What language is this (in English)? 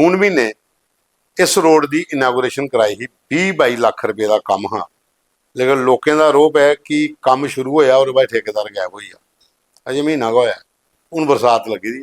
Dogri